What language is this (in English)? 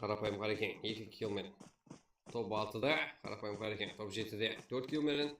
Kara-Kalpak